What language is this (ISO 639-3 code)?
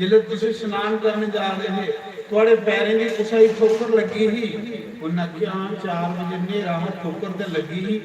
doi